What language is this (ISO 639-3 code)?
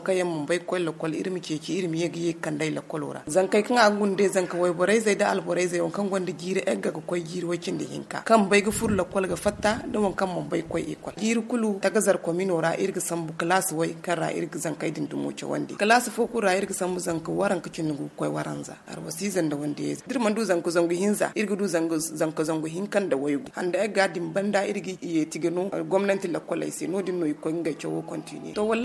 dje